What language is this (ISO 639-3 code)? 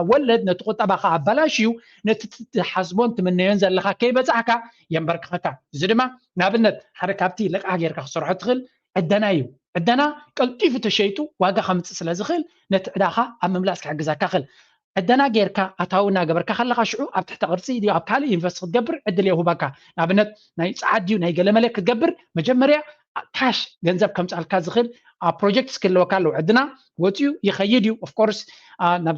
tir